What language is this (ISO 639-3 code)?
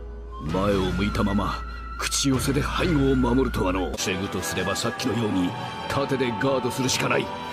jpn